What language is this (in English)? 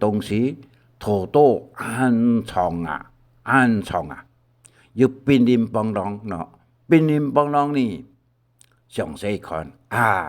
Hakka Chinese